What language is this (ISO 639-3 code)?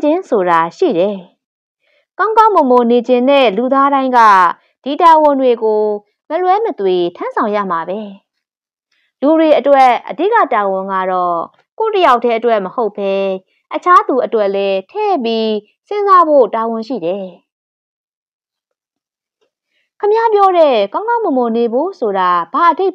mya